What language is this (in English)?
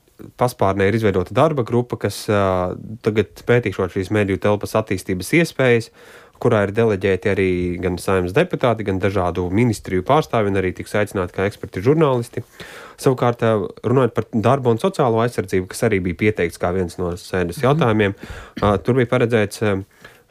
Latvian